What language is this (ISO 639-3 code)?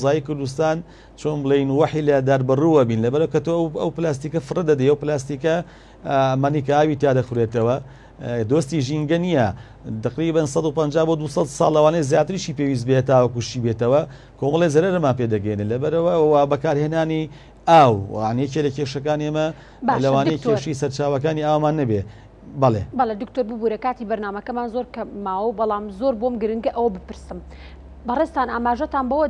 ckb